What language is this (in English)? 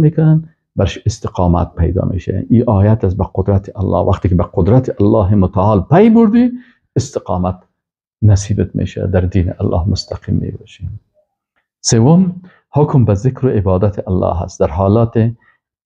Persian